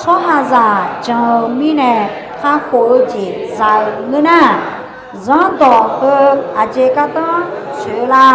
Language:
Akha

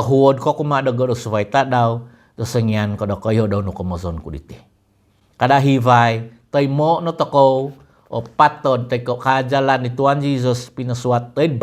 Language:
Central Dusun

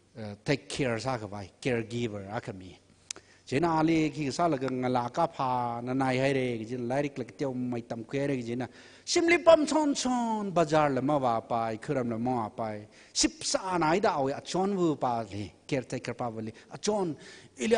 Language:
Tangkhul Naga (India)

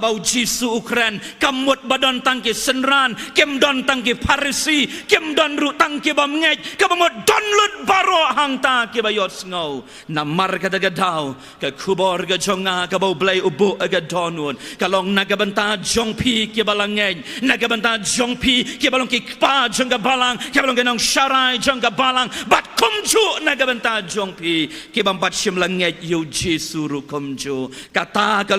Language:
Khasi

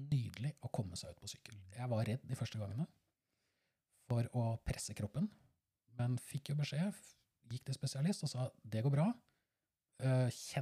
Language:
Norwegian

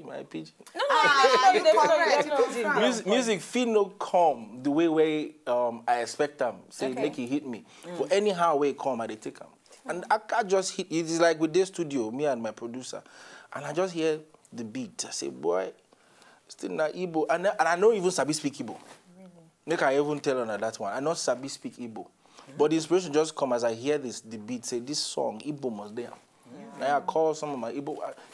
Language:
Nigerian Pidgin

